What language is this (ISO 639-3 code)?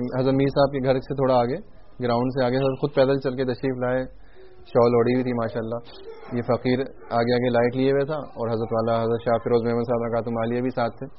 urd